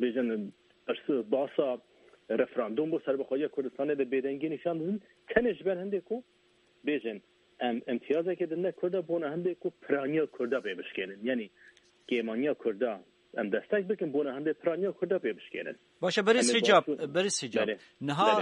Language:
Kurdish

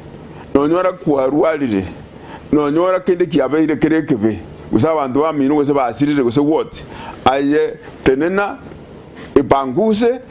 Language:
Gusii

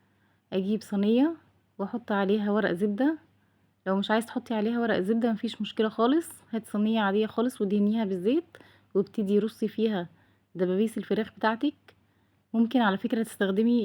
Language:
Egyptian Arabic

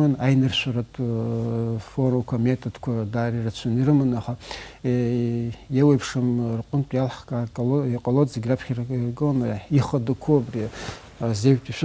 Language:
Abkhazian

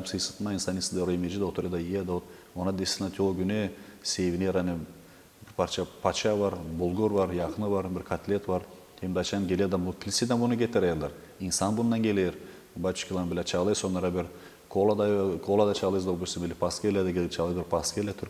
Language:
Gagauz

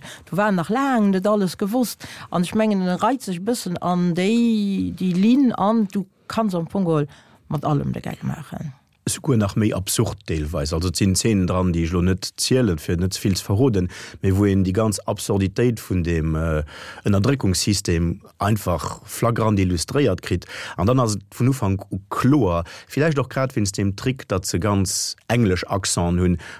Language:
Luxembourgish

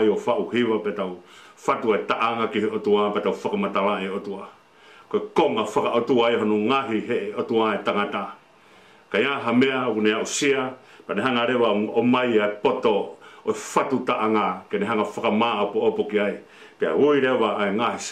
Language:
Tongan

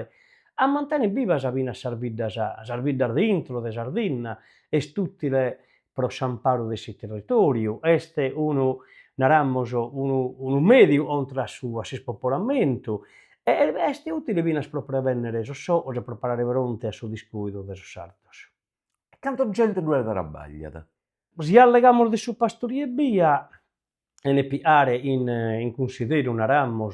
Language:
Sardinian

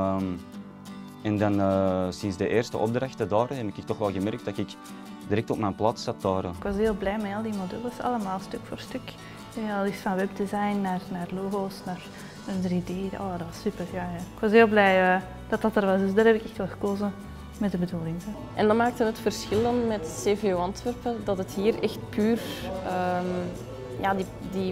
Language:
Dutch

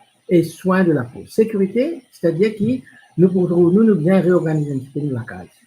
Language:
Morisyen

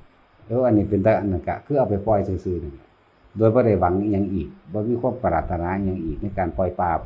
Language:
Northeastern Thai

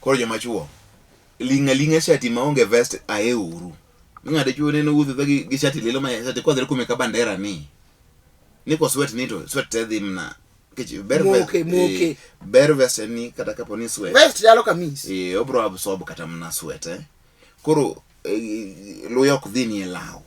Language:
Luo (Kenya and Tanzania)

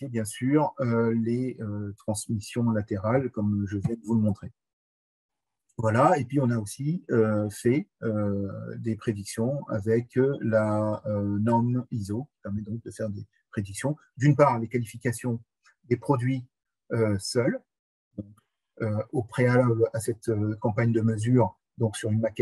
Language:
French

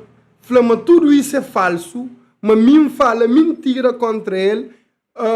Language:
Kabuverdianu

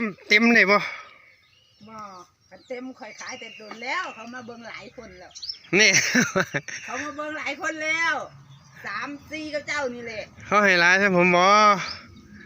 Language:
Northeastern Thai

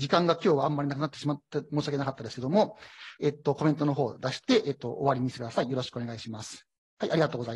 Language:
Japanese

